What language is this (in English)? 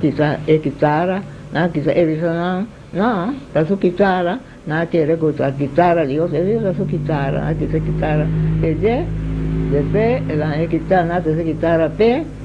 Papiamento